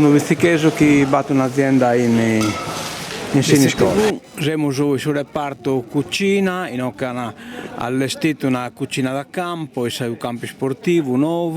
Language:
Sardinian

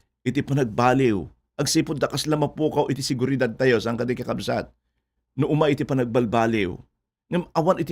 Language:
Iloko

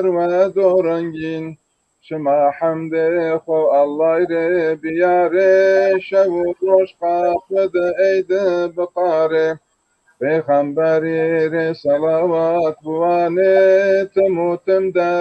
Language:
Zaza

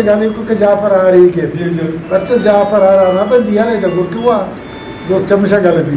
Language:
Eastern Balochi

